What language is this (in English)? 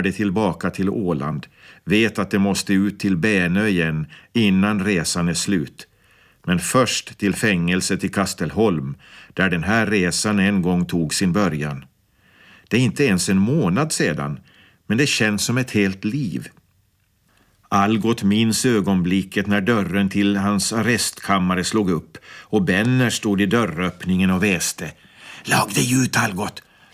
Swedish